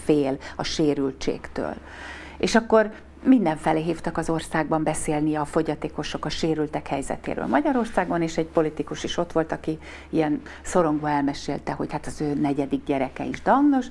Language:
Hungarian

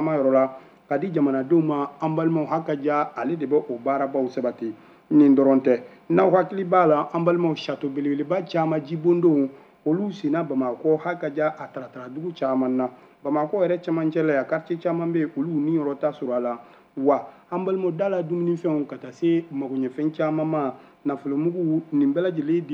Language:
Bambara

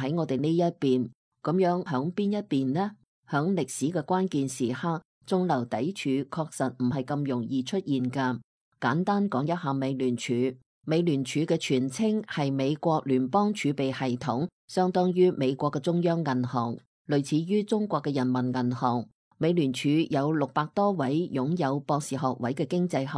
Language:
Cantonese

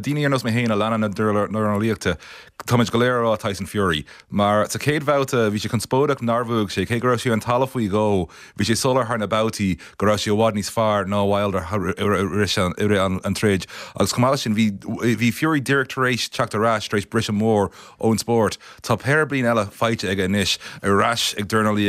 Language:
Irish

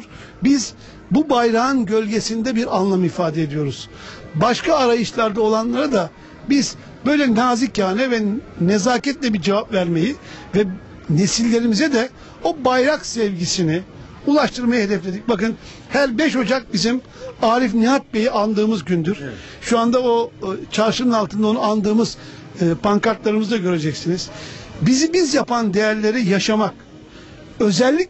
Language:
Turkish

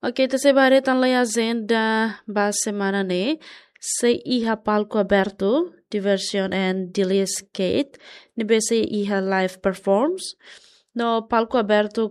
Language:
Tetum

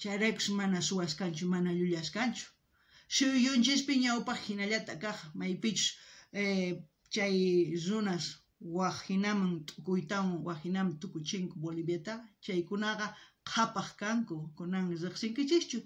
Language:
South Bolivian Quechua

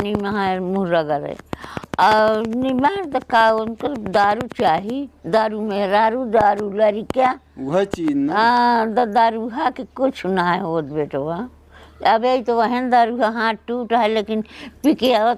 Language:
Awadhi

